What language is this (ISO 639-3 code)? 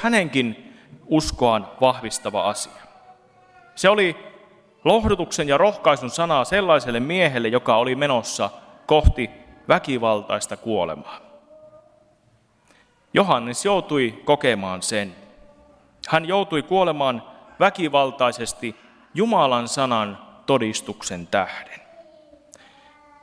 fin